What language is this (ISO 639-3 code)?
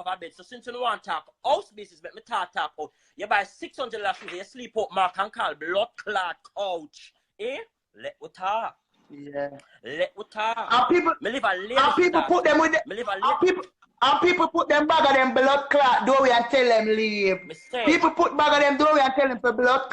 jam